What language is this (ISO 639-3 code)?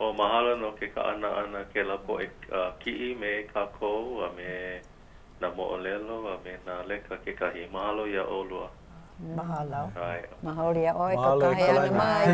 haw